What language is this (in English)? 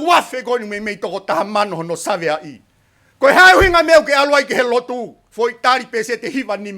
Tongan